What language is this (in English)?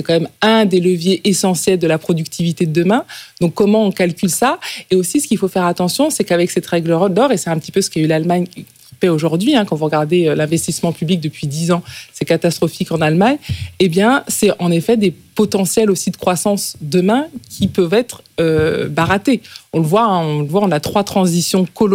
French